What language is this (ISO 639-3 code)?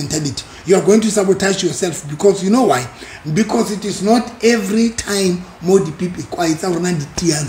sot